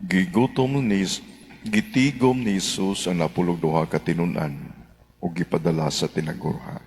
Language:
Cebuano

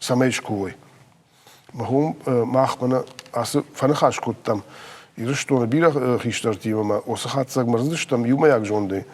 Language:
Ossetic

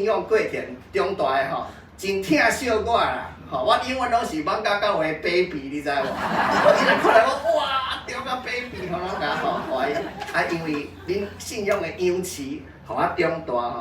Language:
Min Nan Chinese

